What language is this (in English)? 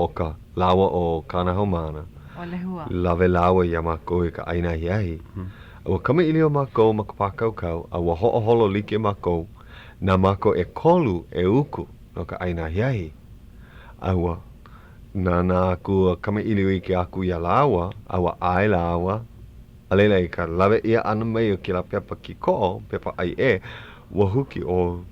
Hawaiian